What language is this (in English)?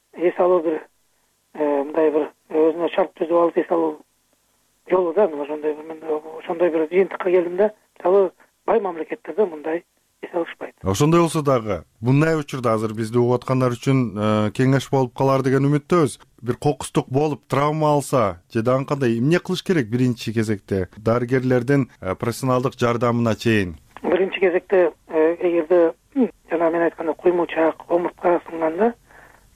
Kyrgyz